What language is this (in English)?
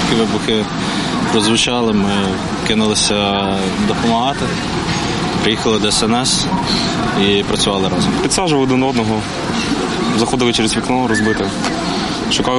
Ukrainian